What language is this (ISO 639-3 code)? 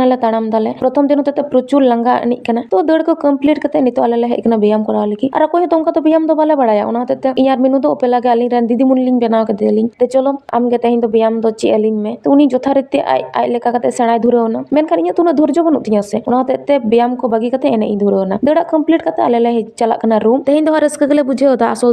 sat